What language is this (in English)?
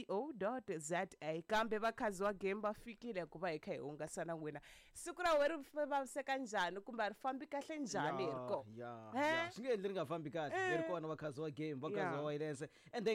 Tsonga